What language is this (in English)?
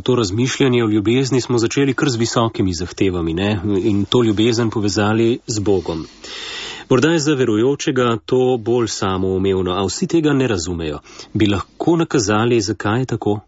Slovenian